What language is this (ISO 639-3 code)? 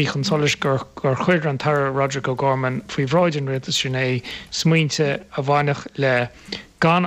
gle